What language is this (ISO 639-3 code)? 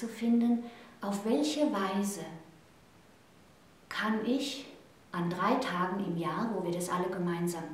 deu